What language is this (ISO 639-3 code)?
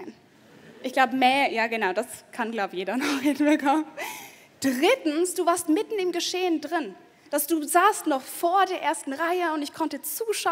gsw